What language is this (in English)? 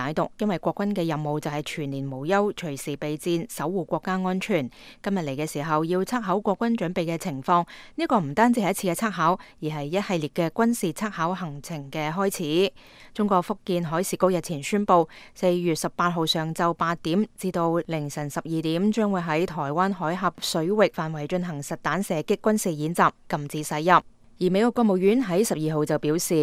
Cantonese